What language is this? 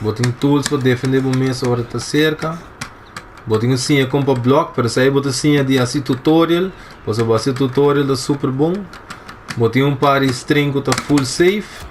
Papiamento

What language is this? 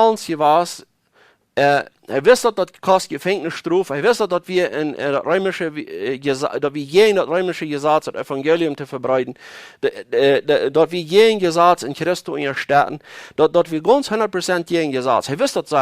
Plautdietsch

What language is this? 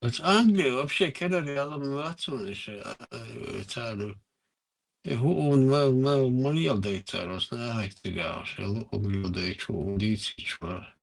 Chechen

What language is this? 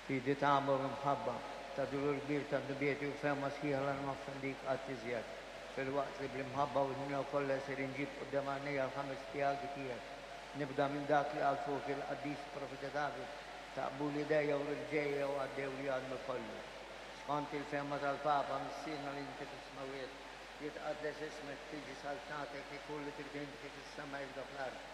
Maltese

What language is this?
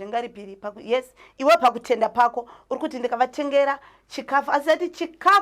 Shona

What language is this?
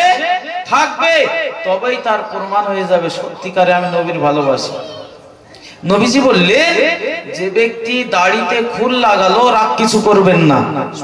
Bangla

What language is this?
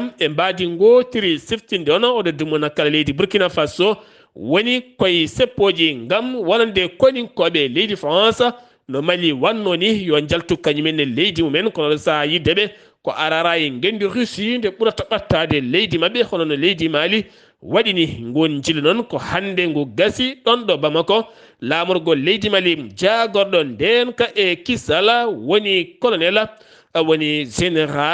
Fula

